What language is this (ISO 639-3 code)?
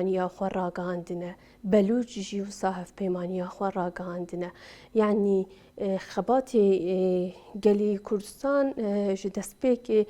kur